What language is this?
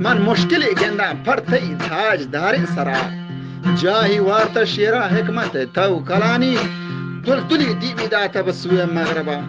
Eastern Balochi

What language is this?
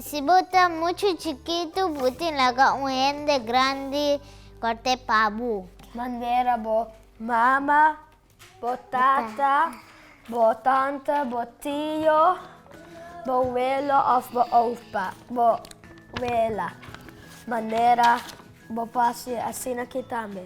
Papiamento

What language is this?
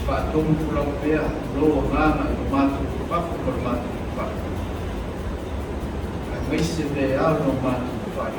Samoan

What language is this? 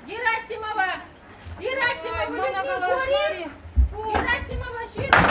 Chuvash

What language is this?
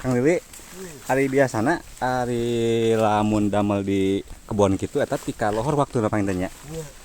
Sundanese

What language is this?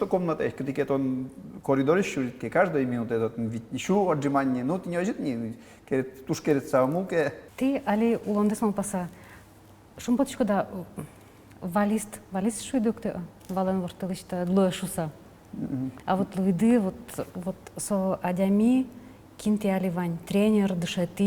Udmurt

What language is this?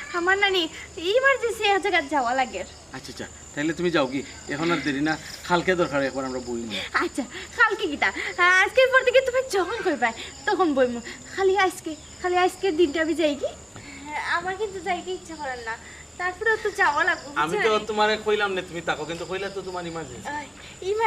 Sylheti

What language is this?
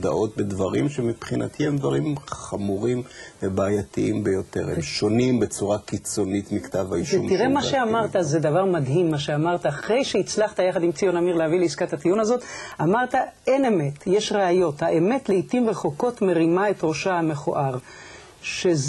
Hebrew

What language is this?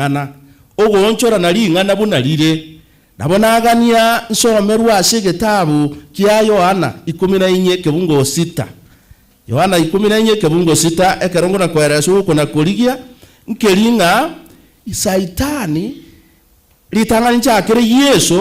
Gusii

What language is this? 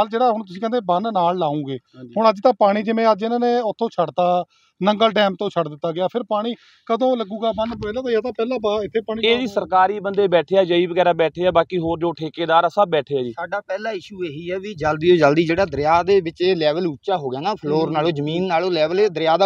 Punjabi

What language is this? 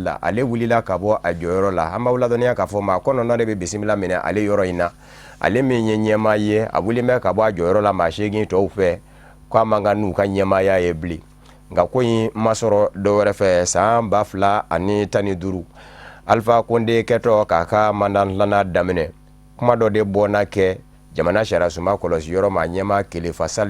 Bambara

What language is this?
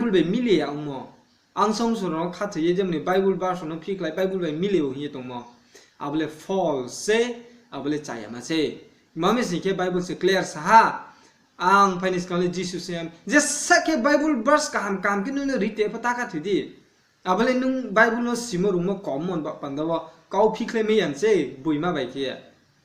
Riang (India)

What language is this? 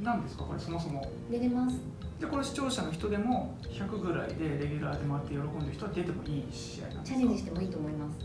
Japanese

